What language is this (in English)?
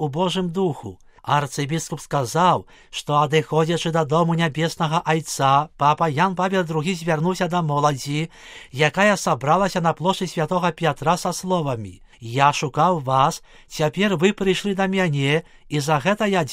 Belarusian